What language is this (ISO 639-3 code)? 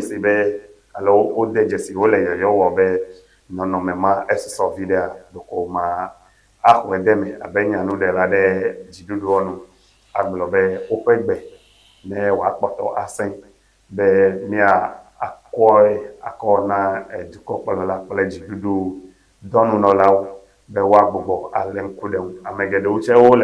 ewe